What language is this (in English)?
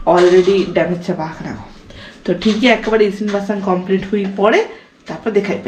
Santali